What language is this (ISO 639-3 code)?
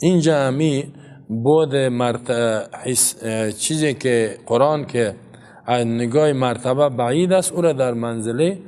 fas